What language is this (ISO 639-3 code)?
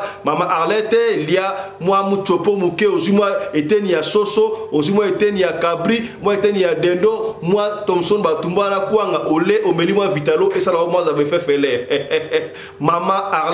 lin